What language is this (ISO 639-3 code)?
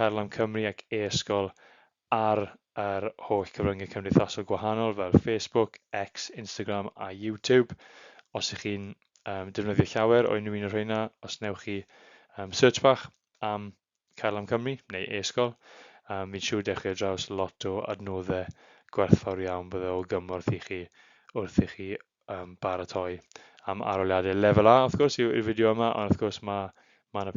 cym